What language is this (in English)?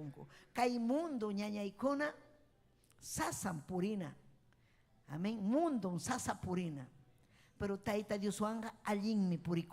Ayacucho Quechua